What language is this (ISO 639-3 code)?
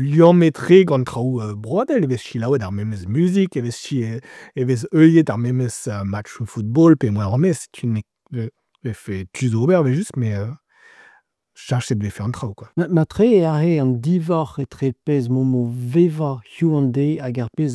bre